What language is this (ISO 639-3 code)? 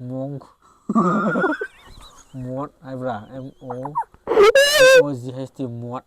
mni